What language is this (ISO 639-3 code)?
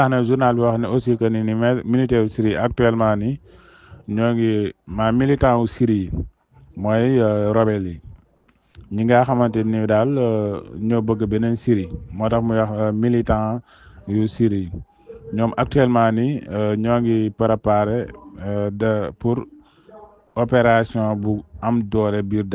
wol